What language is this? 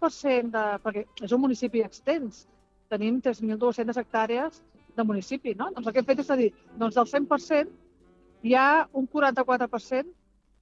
Catalan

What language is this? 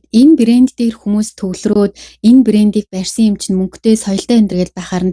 Mongolian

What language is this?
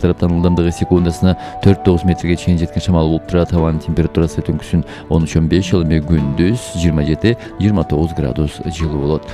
Kyrgyz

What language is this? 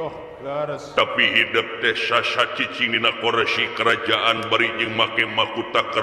Sundanese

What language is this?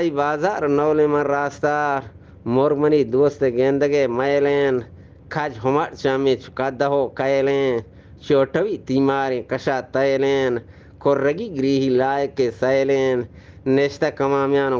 Eastern Balochi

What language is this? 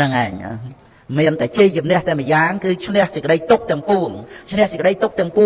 Khmer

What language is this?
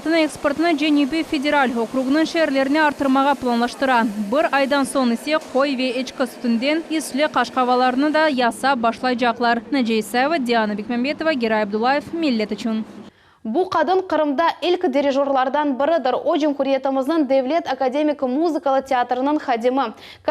Crimean Tatar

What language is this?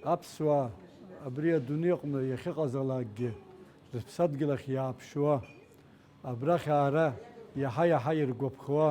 Abkhazian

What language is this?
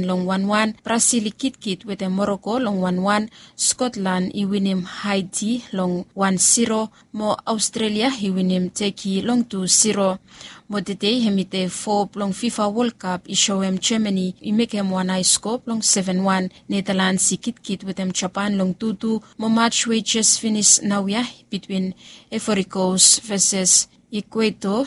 Bislama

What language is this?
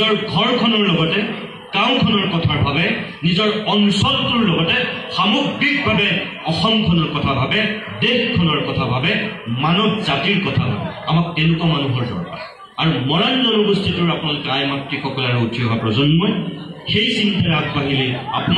Assamese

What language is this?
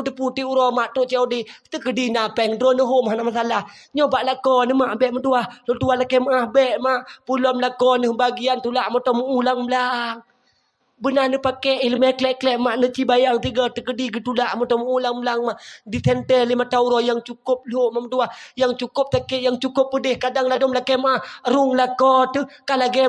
Achinese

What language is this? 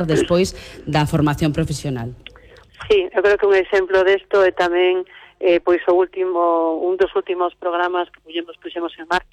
Galician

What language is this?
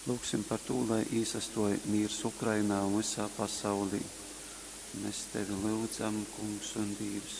Latgalian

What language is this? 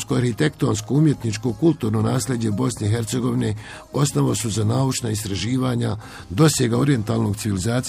Bosnian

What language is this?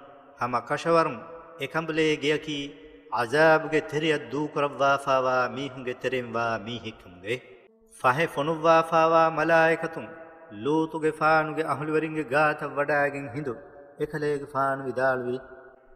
Divehi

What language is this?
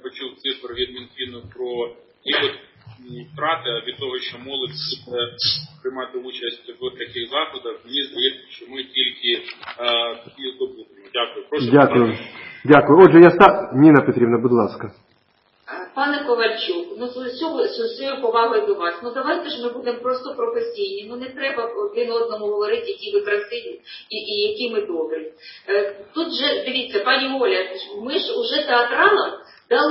Ukrainian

